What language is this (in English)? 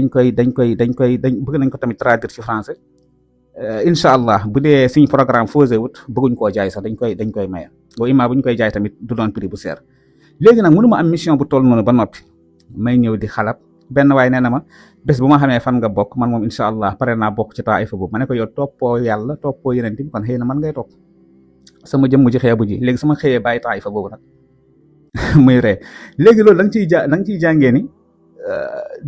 Wolof